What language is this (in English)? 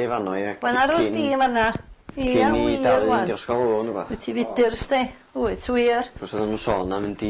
Welsh